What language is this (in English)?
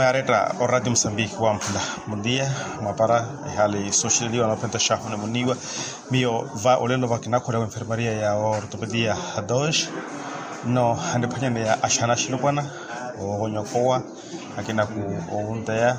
Makhuwa